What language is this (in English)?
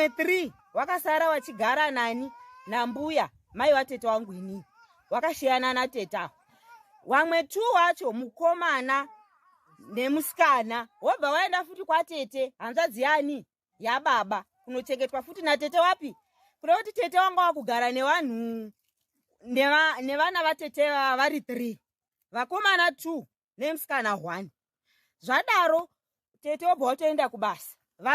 Shona